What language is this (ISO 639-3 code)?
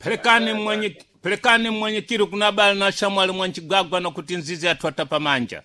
seh